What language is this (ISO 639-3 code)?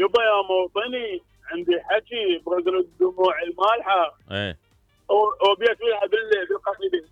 acm